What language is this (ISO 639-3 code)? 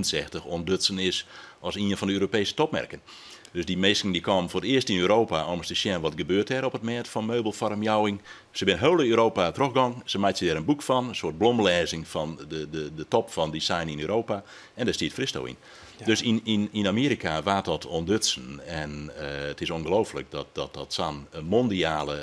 fry